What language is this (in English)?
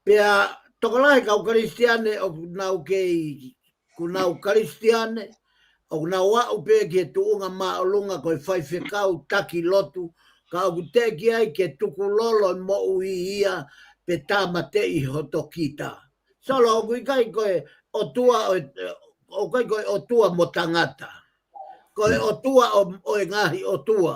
Tongan